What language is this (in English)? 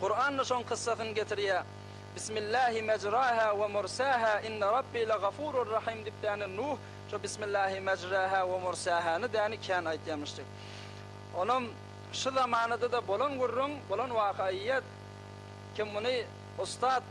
Turkmen